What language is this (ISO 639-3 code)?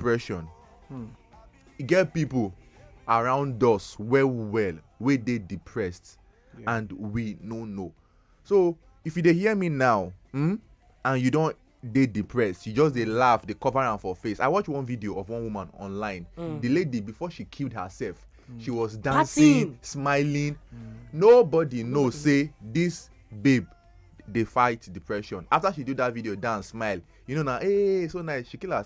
pcm